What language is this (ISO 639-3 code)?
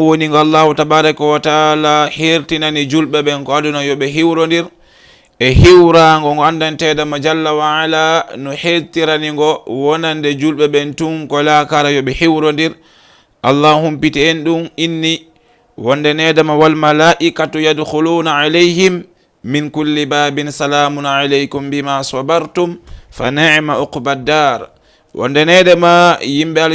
ful